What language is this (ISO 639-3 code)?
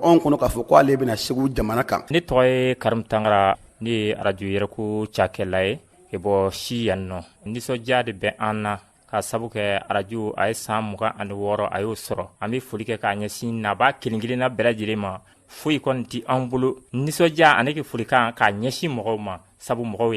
bam